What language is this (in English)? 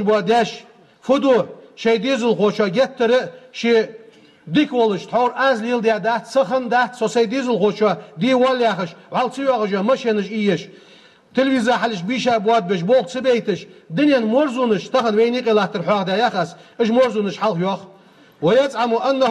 Ingush